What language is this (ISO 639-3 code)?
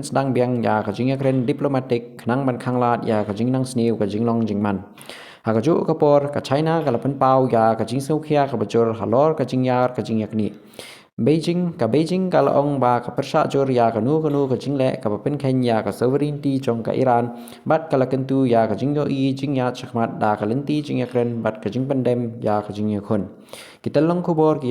kha